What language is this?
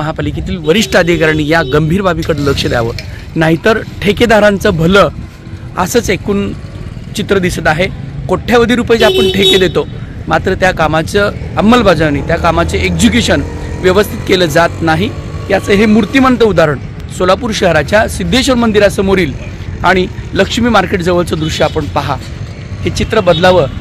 Marathi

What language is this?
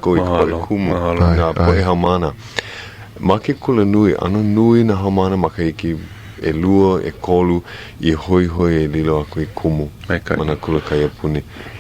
Hawaiian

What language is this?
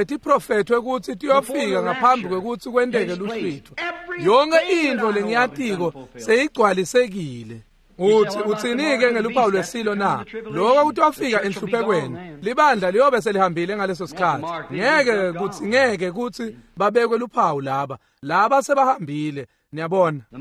Swati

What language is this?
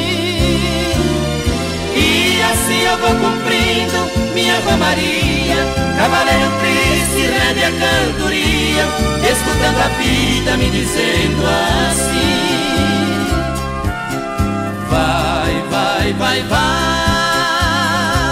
Portuguese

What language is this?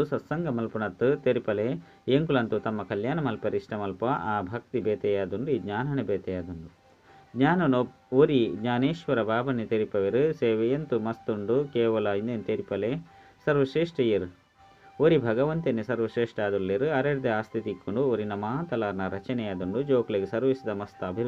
Tulu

